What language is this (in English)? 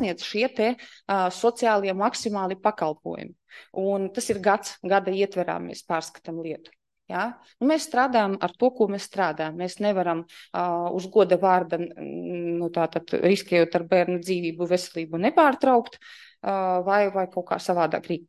Latvian